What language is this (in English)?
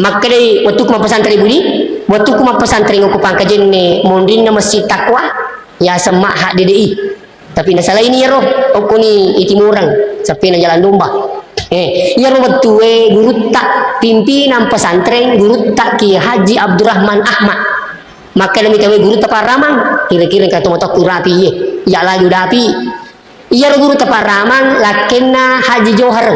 Buginese